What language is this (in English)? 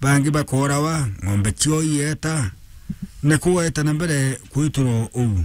Meru